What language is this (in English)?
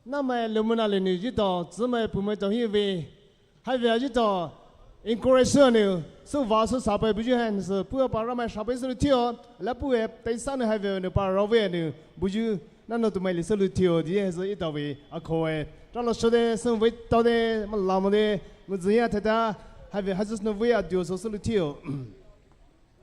Poumei Naga